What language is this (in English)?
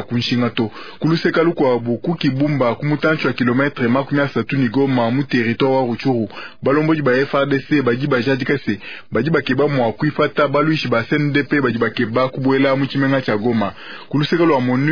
Luba-Lulua